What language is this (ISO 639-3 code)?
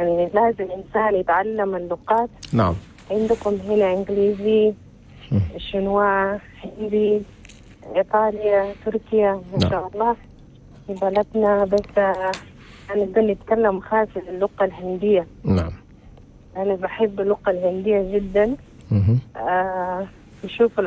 shu